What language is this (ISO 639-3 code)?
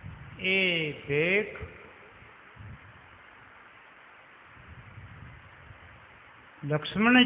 guj